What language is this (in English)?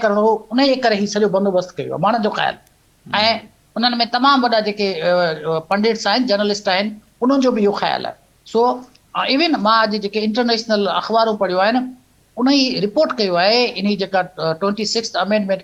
Sindhi